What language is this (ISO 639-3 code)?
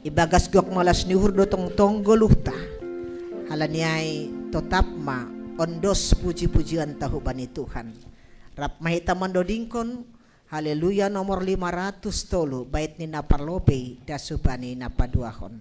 bts